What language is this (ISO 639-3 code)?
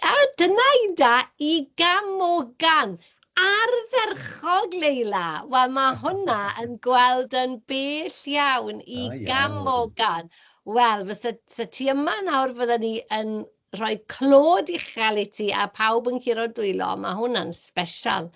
cym